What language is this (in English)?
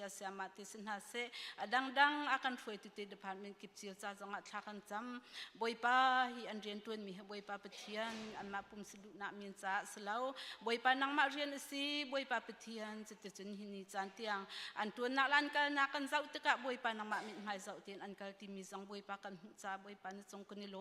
Hakha Chin